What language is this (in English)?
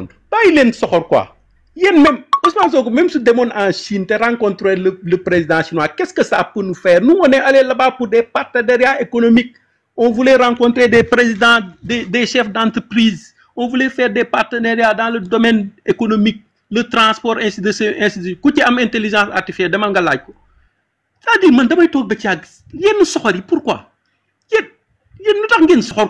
Wolof